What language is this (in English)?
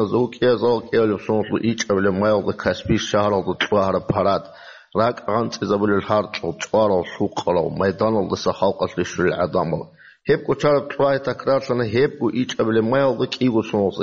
Avaric